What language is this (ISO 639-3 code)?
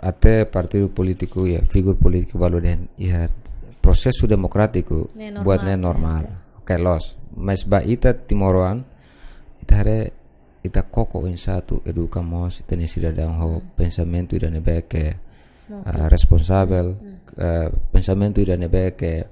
tet